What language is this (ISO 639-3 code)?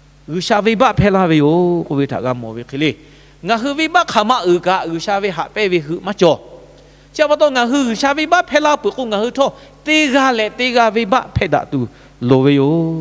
lhu